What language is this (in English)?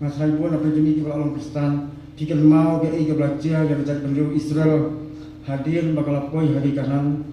Khasi